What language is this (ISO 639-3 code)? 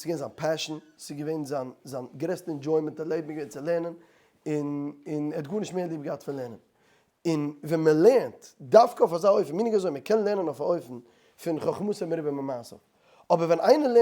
yid